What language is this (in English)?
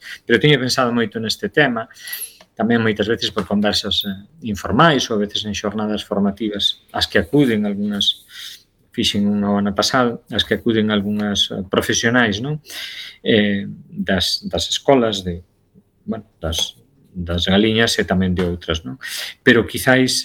Galician